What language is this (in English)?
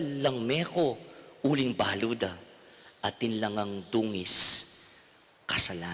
Pampanga